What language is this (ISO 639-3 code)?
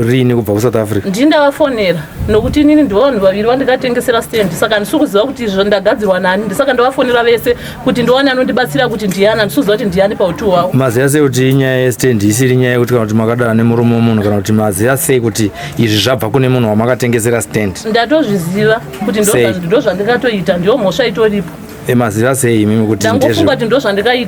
sna